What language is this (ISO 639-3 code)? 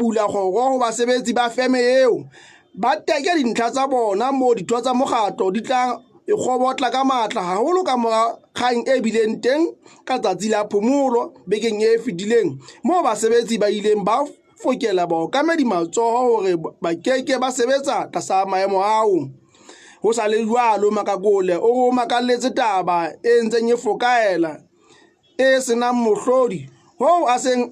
sot